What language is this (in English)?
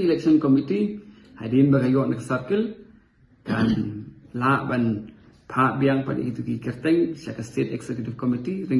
Khasi